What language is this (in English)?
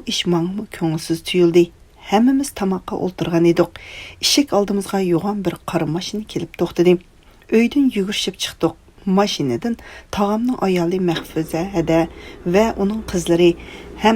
Uyghur